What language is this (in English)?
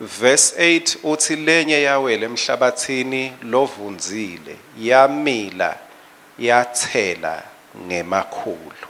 Swati